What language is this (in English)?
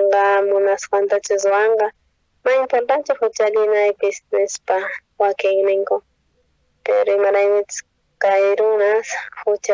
South Bolivian Quechua